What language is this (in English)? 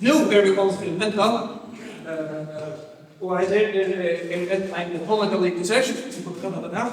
Faroese